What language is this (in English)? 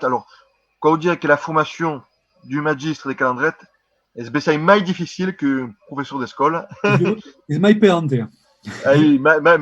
Occitan